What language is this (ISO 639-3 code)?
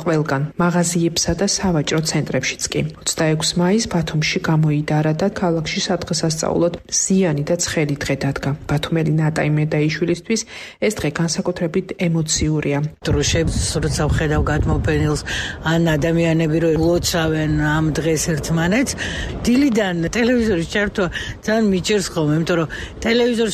kat